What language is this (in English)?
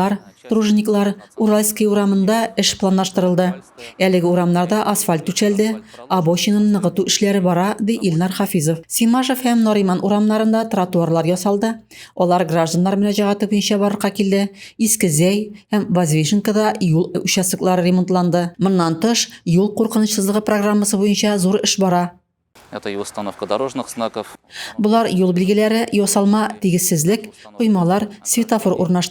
Tatar